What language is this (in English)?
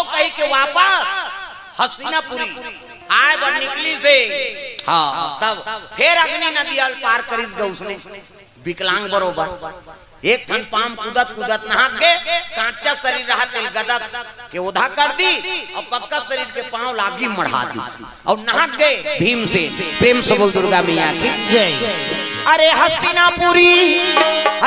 Chhattisgarhi